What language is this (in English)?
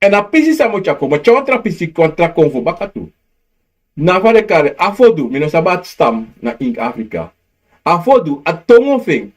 Sranan Tongo